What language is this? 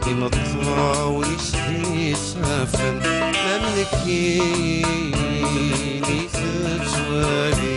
Kabyle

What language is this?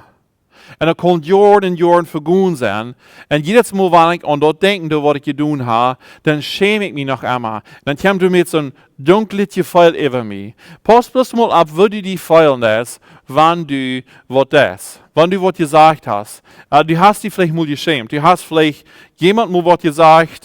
Plautdietsch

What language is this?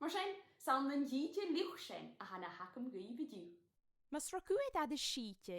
Scottish Gaelic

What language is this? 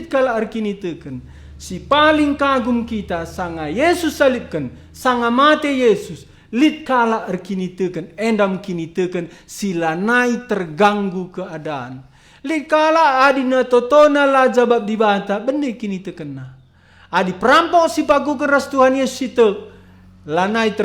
Batak Karo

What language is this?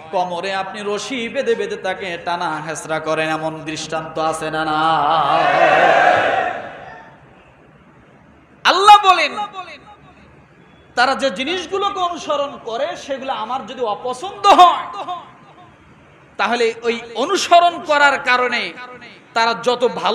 Bangla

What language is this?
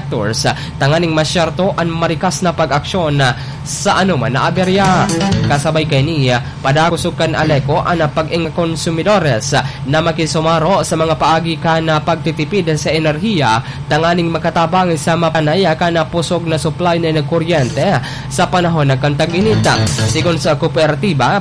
Bikol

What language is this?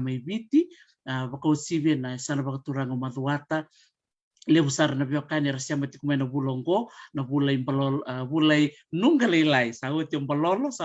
Fijian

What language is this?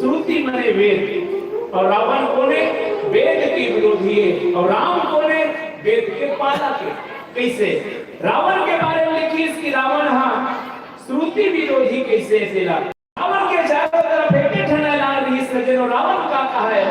Chhattisgarhi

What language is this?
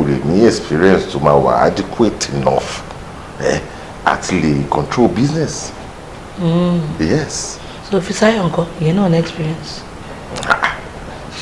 Yoruba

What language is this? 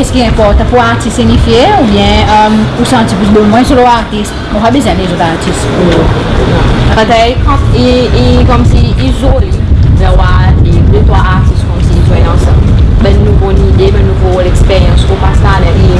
Seselwa Creole French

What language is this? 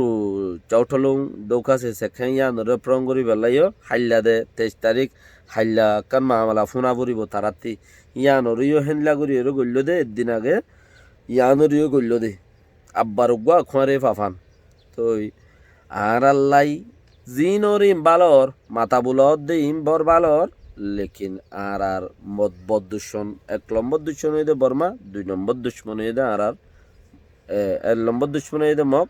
Rohingya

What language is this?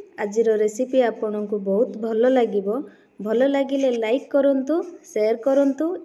Odia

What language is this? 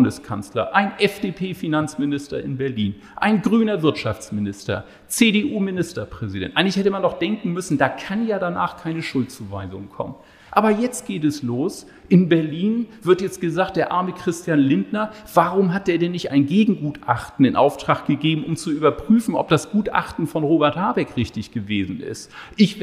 German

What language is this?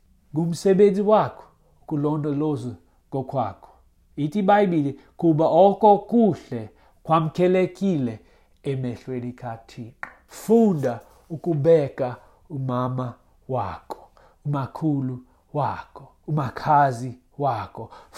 Xhosa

